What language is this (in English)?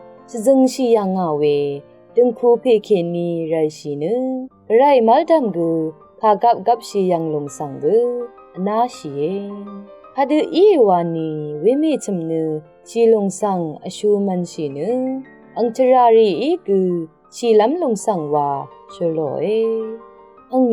Rawang